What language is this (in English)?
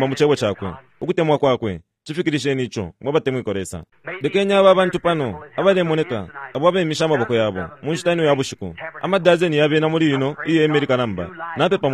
Bemba